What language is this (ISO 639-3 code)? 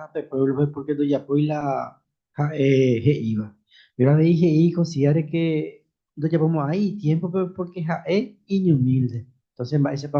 grn